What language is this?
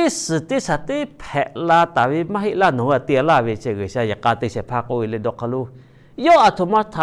Lahu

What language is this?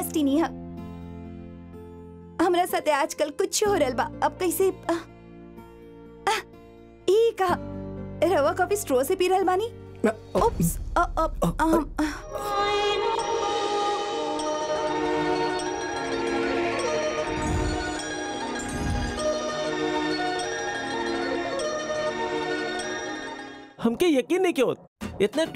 Bhojpuri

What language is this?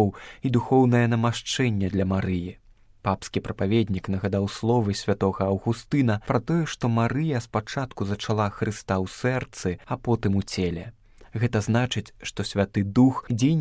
Belarusian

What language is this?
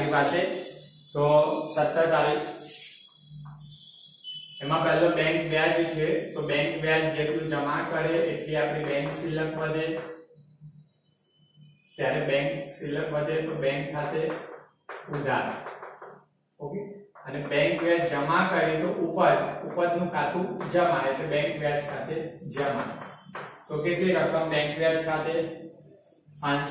Gujarati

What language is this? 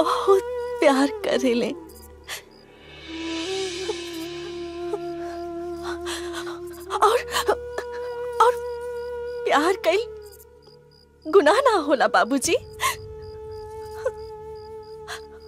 Bhojpuri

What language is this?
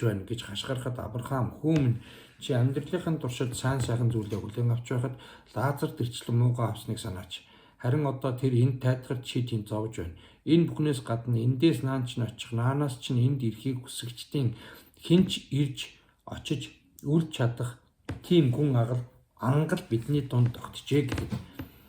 Mongolian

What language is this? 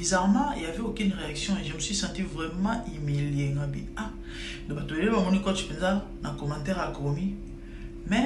Lingala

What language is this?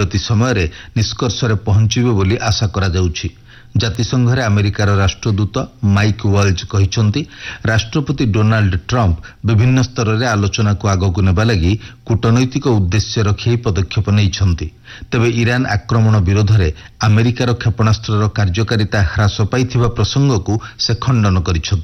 Odia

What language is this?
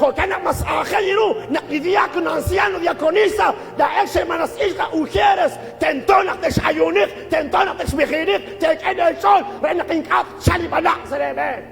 Kekchí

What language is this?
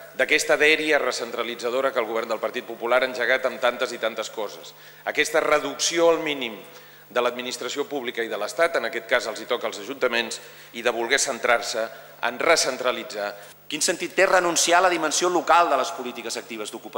Catalan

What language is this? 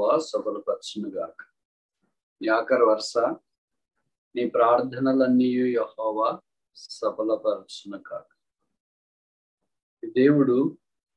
Telugu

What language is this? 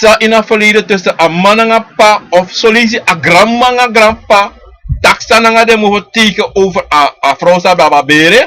Sranan Tongo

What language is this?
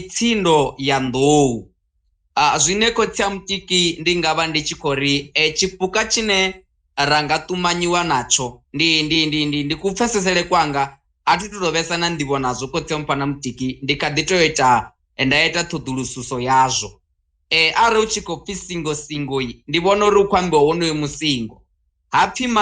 Venda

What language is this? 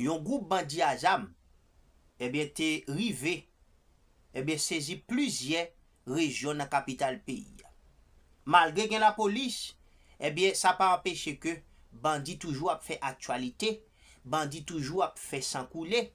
Haitian Creole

